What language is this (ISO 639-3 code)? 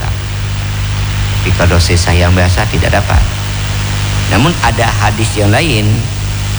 ind